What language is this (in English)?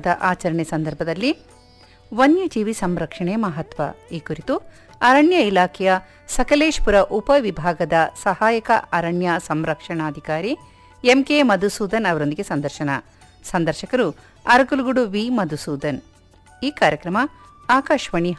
Kannada